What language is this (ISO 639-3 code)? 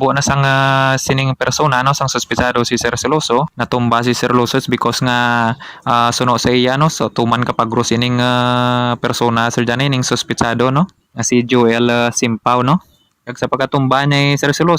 hil